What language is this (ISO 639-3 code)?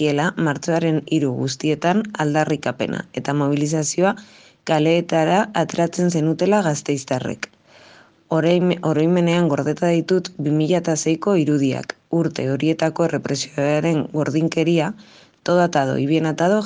eus